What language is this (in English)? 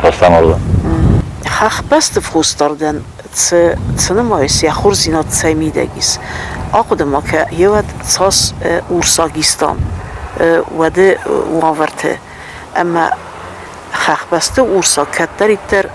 Ossetic